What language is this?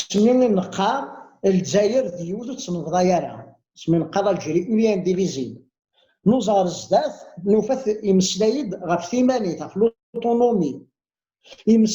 Kabyle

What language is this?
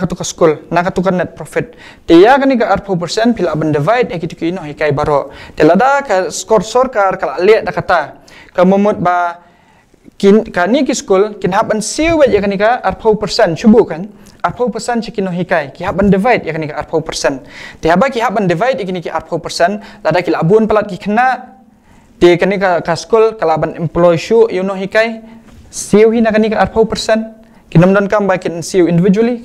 Khasi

